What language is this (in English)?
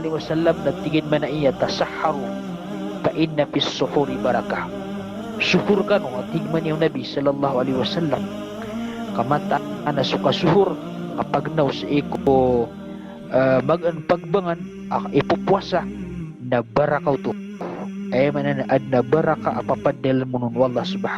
Maranao